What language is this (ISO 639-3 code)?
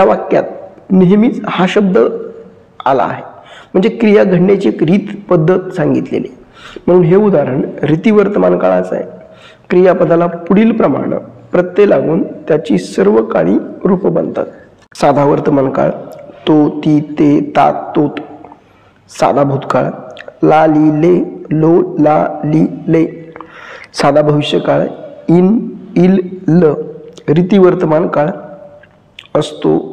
mar